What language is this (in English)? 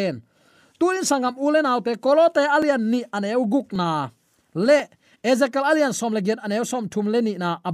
Tedim Chin